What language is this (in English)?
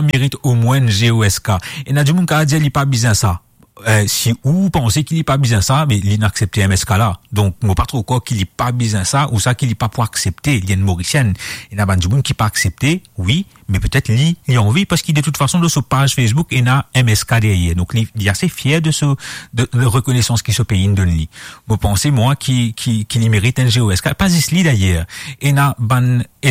Morisyen